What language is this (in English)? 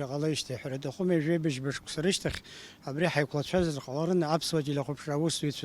Abkhazian